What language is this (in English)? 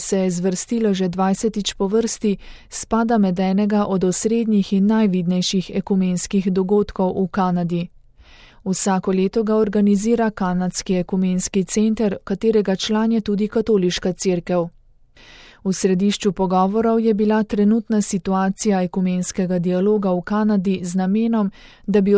Slovenian